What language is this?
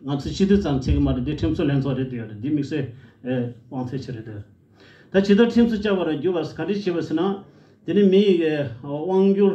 Tibetan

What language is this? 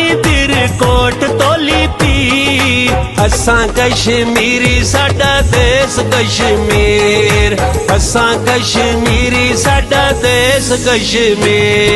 Pahari-Potwari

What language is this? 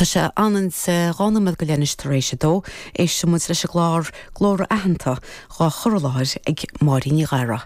Irish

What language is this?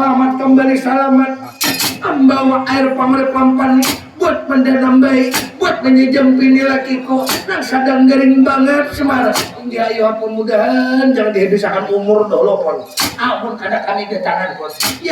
Banjar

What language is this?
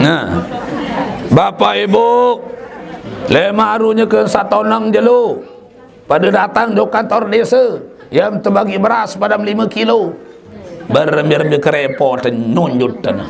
Sasak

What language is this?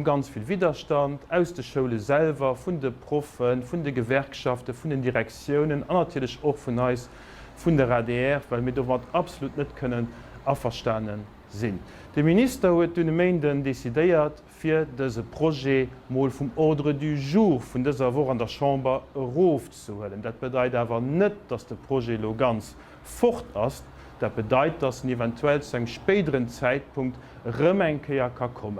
Luxembourgish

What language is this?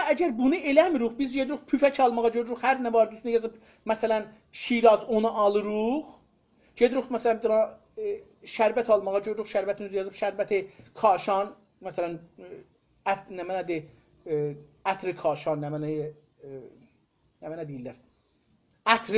South Azerbaijani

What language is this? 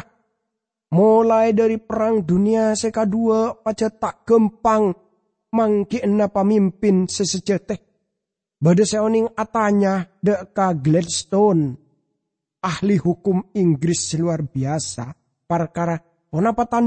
Madurese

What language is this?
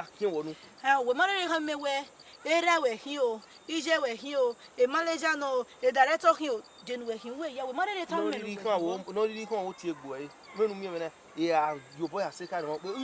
Bini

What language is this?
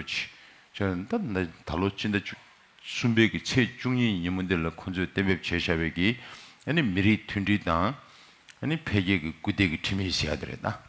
Tibetan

